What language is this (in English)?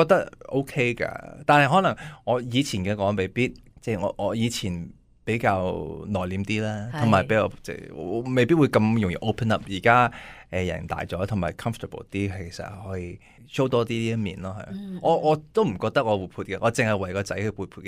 Cantonese